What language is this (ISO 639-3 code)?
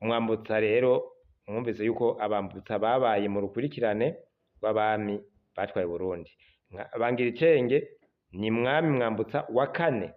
run